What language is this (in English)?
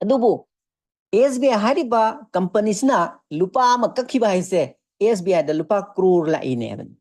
Manipuri